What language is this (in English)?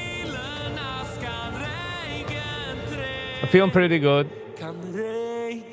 Yiddish